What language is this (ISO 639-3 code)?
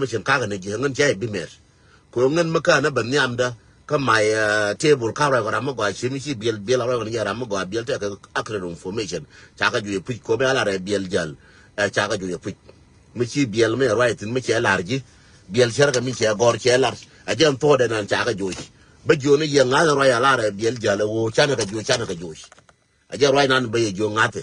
nus